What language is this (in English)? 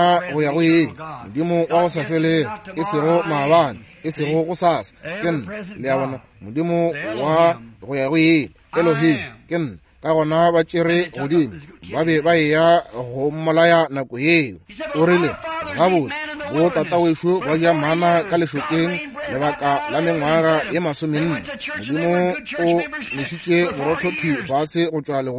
Northern Sotho